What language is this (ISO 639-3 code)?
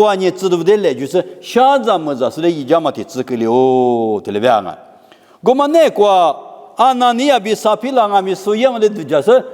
lis